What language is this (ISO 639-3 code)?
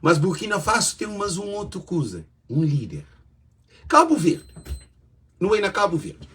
kea